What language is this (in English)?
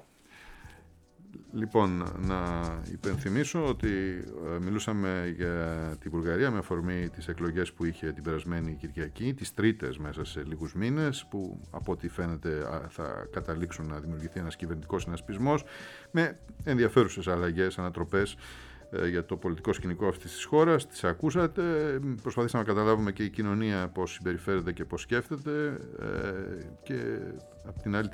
Greek